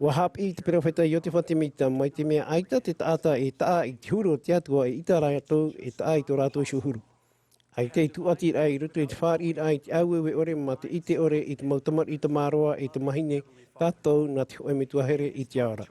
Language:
Tahitian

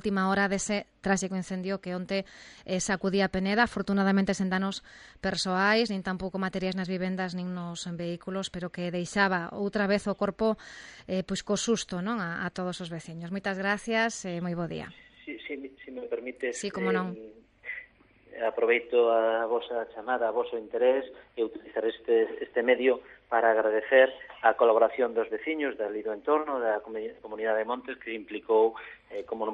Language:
Galician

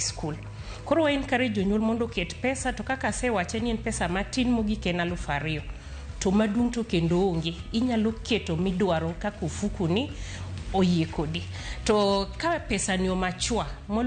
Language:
Luo (Kenya and Tanzania)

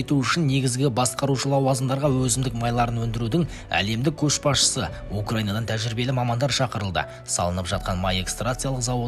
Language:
Kazakh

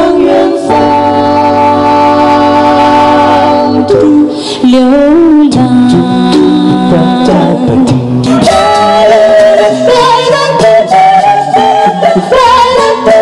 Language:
Chinese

